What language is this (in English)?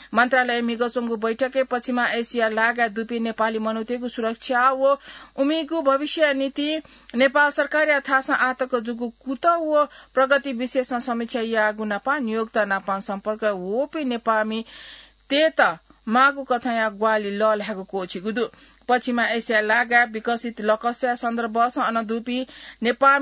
Newari